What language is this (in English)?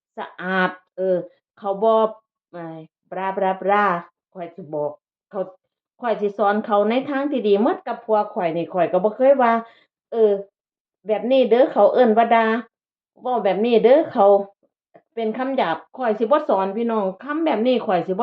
Northeastern Thai